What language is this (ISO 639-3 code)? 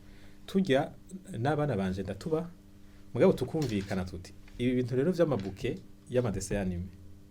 run